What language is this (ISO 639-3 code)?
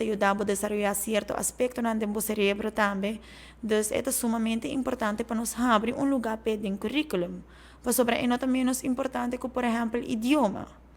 pap